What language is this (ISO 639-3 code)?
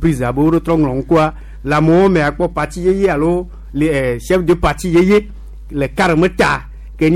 gej